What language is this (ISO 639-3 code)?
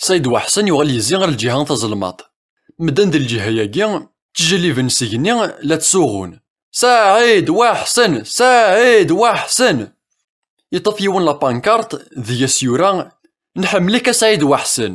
kab